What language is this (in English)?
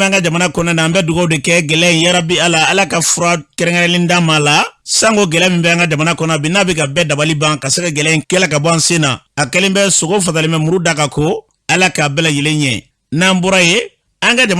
Bambara